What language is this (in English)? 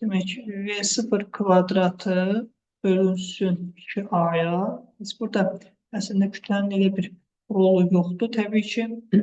Azerbaijani